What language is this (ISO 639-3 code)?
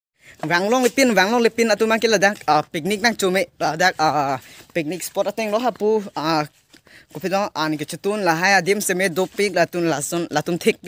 mjw